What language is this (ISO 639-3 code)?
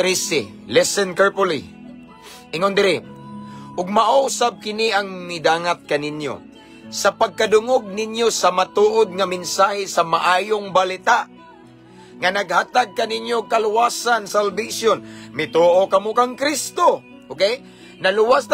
ceb